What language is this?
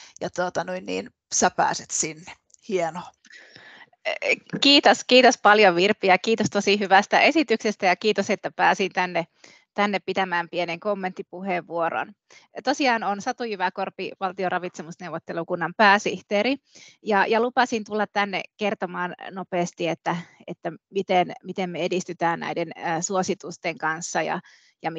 Finnish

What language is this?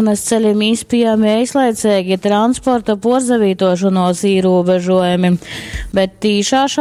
Latgalian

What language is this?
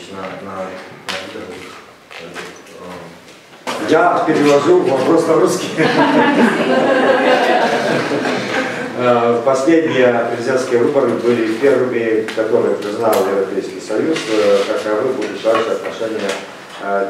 Russian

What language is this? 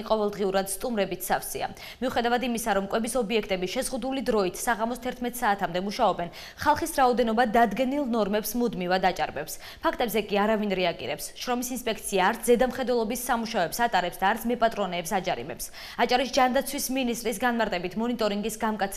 Georgian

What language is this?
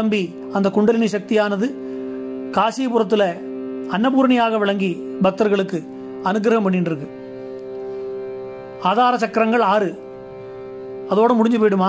Tamil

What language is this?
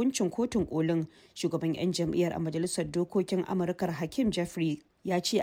Hausa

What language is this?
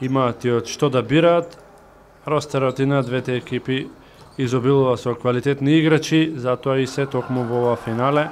Macedonian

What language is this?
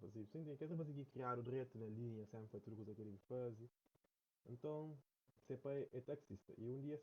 Kabuverdianu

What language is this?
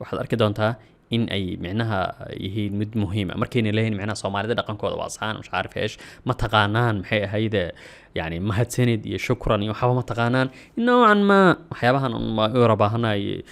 Somali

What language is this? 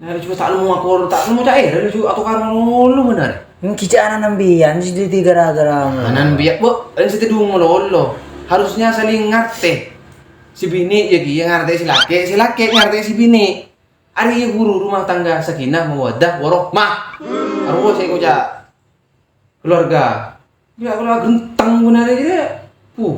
Madurese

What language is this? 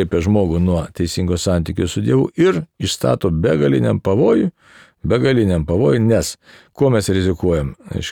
Lithuanian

